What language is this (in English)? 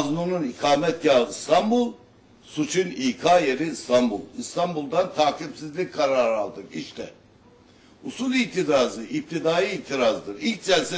Turkish